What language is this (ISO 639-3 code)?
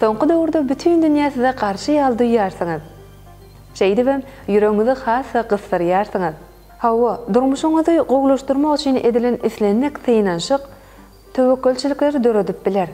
tuk